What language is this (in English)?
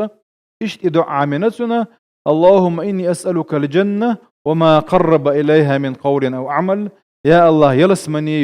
Chechen